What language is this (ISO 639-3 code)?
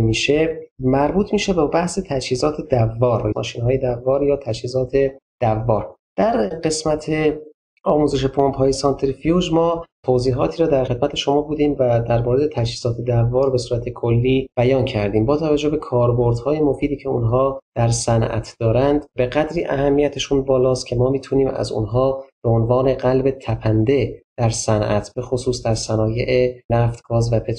fas